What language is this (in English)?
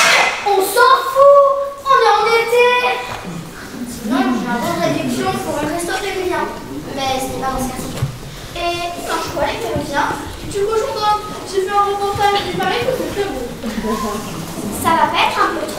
French